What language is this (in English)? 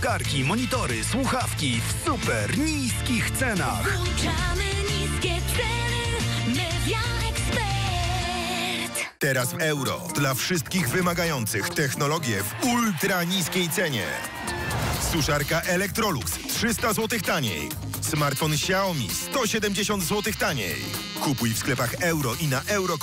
Polish